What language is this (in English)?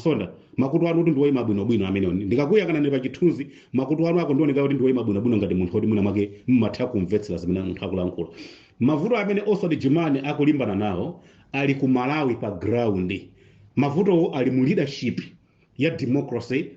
Nyanja